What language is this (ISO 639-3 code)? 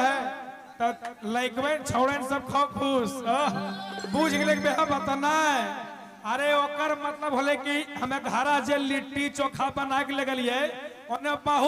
mag